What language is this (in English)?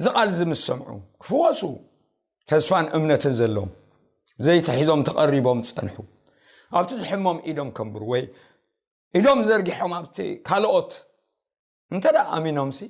Tigrinya